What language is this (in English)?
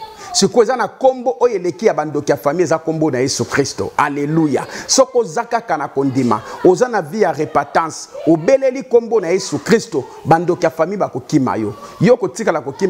Lingala